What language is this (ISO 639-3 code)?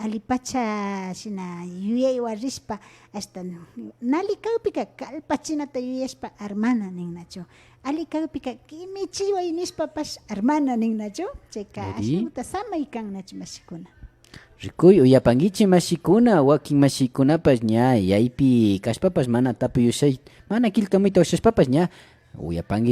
qvi